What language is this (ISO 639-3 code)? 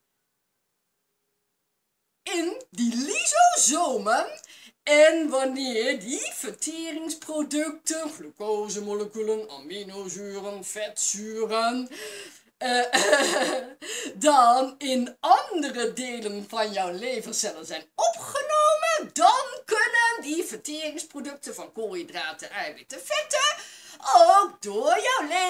nld